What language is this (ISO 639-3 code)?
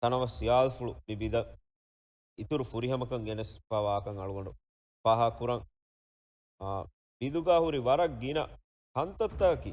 div